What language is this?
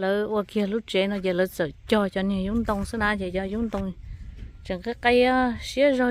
Hmong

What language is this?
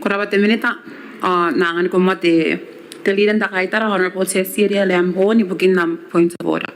Gilbertese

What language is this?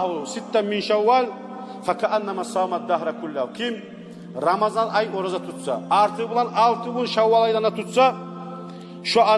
Kumyk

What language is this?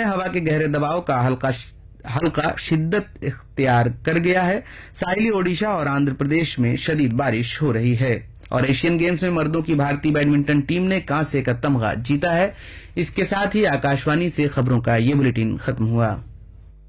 Urdu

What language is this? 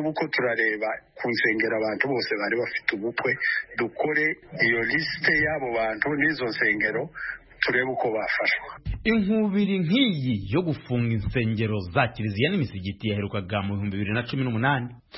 Kinyarwanda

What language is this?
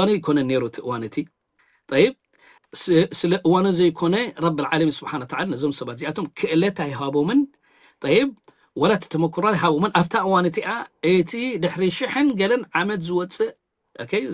Tigrinya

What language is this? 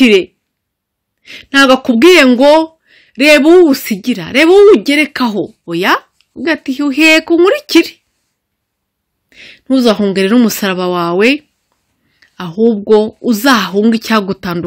Kinyarwanda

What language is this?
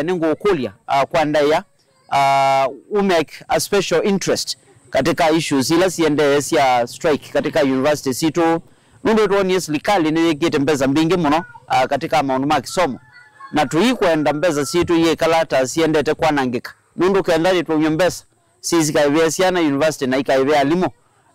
Kamba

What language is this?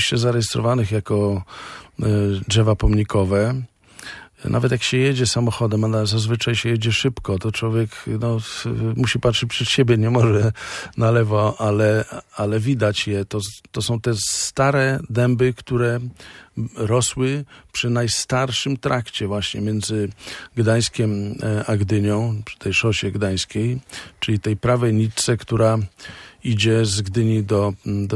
Polish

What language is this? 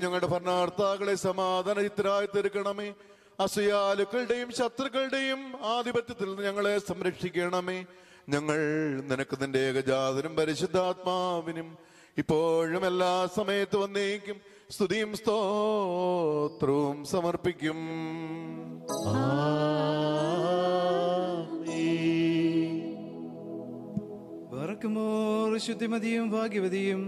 Malayalam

